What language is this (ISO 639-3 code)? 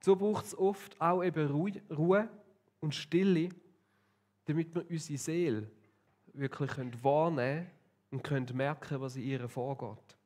gsw